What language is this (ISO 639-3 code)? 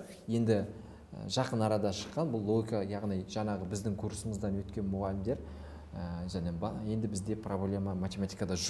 kaz